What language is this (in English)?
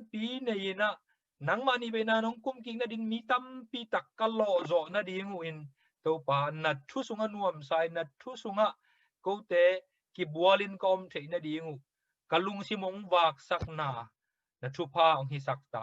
Tedim Chin